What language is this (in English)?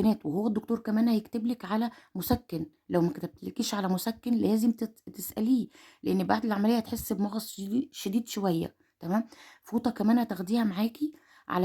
Egyptian Arabic